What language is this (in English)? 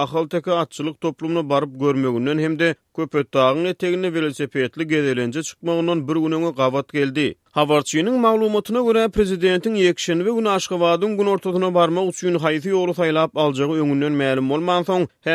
Turkmen